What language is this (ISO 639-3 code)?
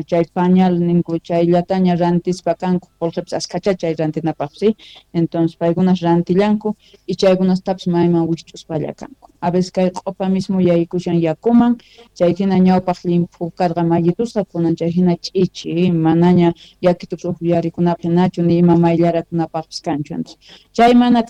quh